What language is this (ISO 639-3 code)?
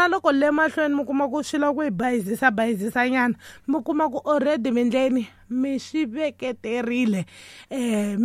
tso